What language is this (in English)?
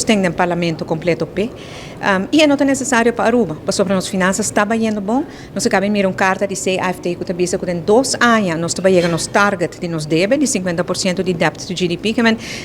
Papiamento